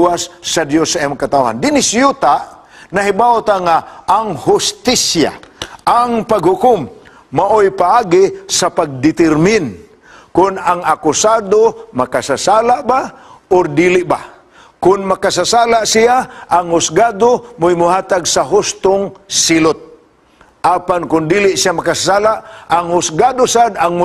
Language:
Cebuano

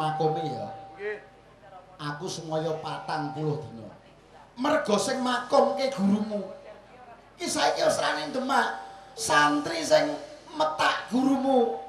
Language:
Javanese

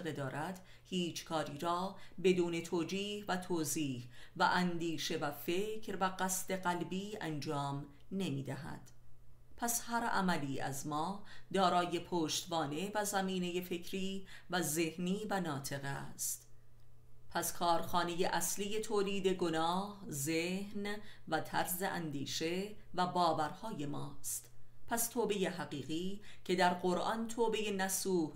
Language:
Persian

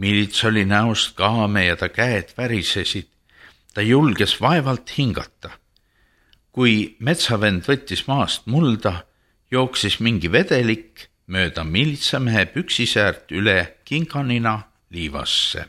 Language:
Estonian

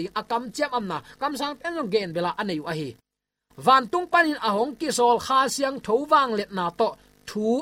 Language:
Tedim Chin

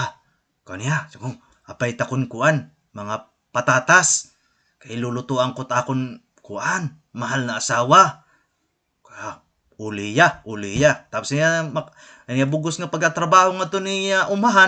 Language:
Waray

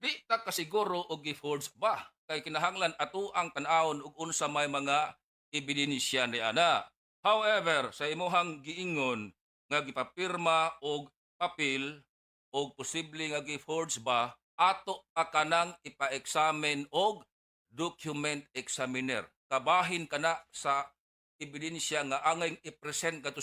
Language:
Cebuano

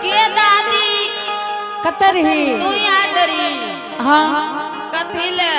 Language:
Angika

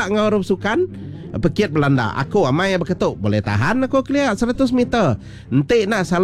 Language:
Iban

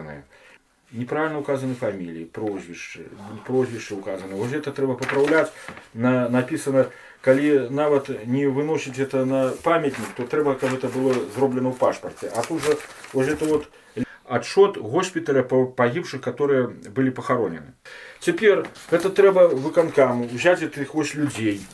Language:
Belarusian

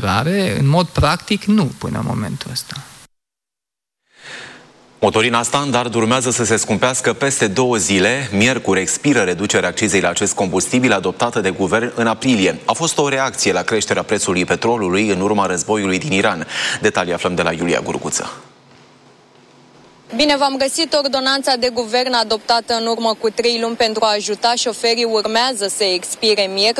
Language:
Romanian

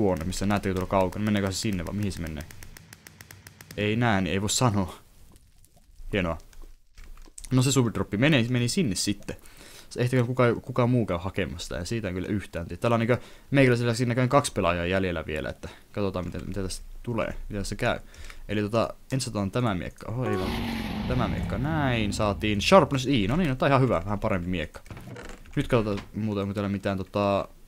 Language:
Finnish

